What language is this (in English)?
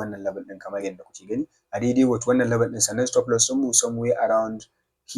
Hausa